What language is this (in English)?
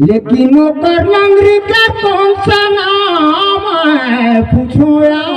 Chhattisgarhi